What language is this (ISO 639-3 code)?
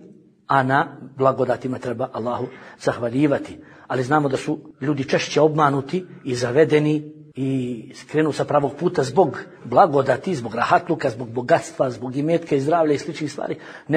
bos